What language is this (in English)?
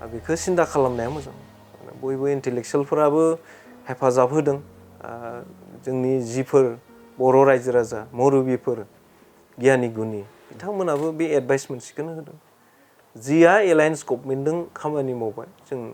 Bodo